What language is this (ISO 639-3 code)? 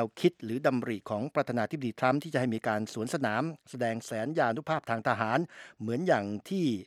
tha